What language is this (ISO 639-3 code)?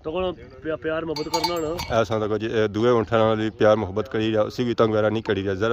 phr